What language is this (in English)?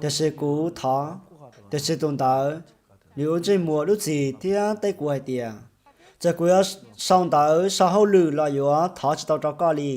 Hmong